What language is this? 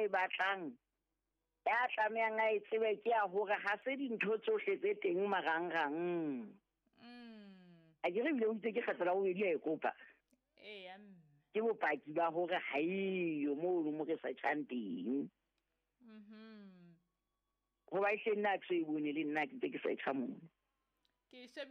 Southern Sotho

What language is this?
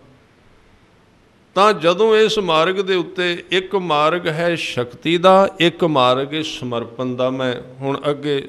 Punjabi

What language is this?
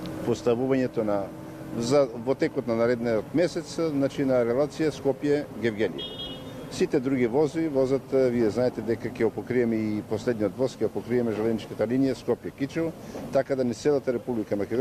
Macedonian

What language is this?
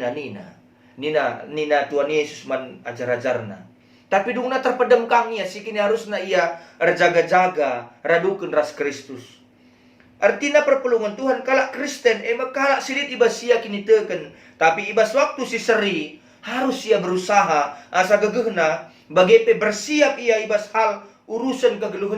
Batak Karo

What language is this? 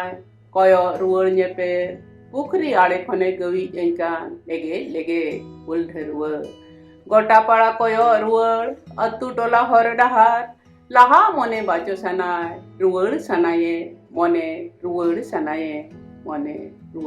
Santali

